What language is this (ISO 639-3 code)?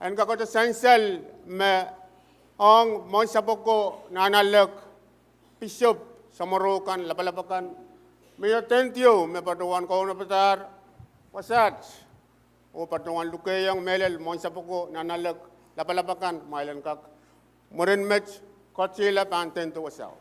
pon